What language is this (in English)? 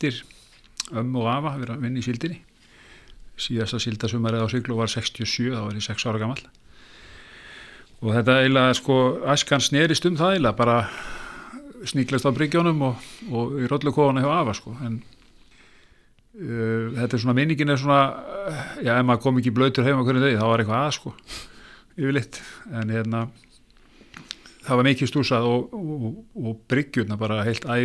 Icelandic